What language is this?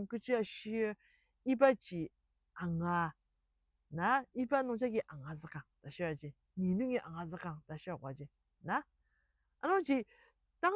Ao Naga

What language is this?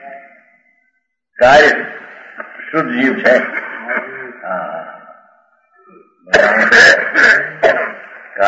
Gujarati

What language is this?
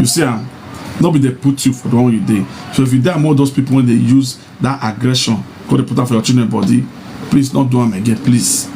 Nigerian Pidgin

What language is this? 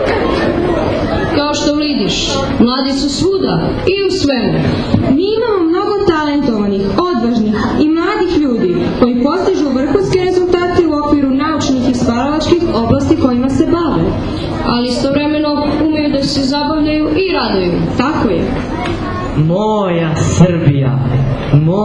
Serbian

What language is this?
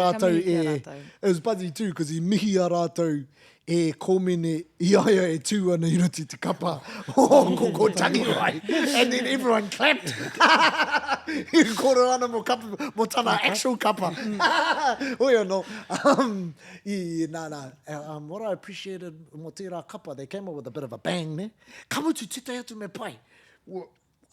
Māori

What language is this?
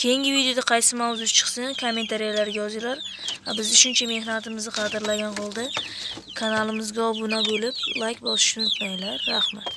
Uzbek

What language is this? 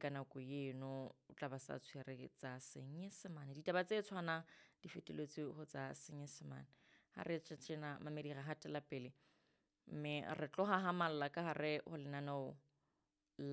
Southern Sotho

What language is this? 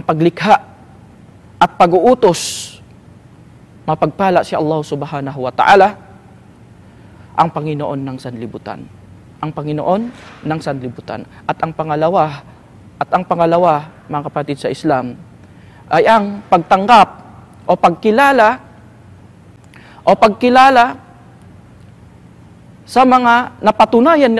Filipino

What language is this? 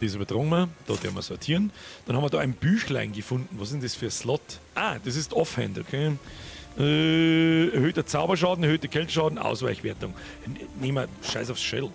Bavarian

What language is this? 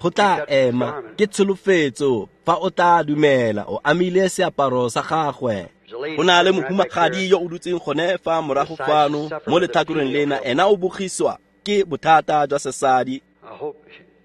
Tswana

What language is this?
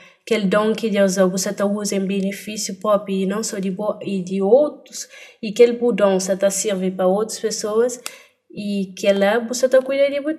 Kabuverdianu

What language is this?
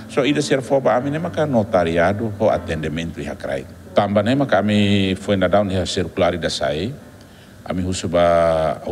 Tetum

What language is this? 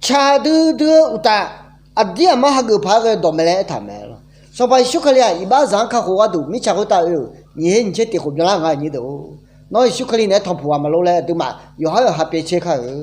Akha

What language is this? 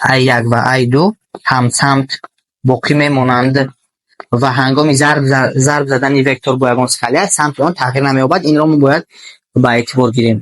Tajik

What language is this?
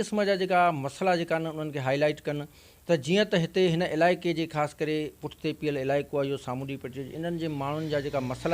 Sindhi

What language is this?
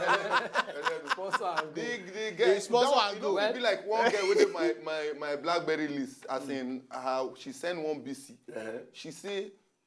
Nigerian Pidgin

